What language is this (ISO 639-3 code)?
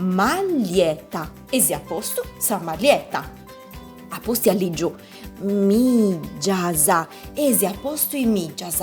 srd